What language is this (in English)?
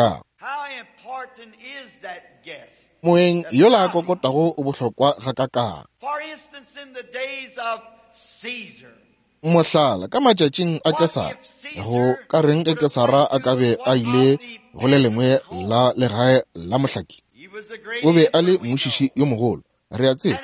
Northern Sotho